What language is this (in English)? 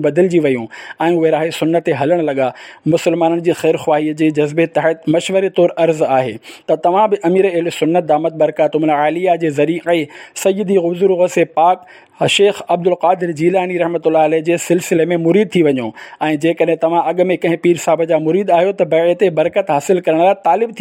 Sindhi